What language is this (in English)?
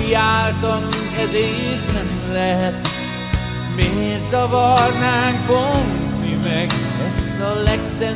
Hungarian